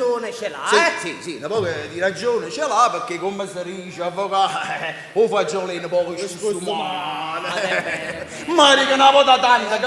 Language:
Neapolitan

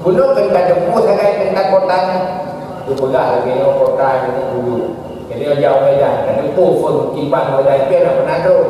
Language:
Achinese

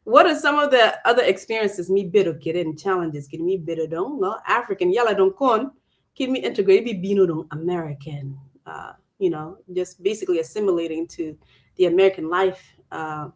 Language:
Acoli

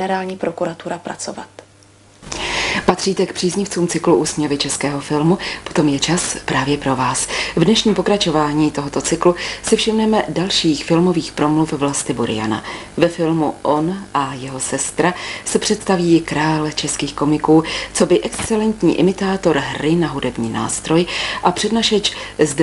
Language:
Czech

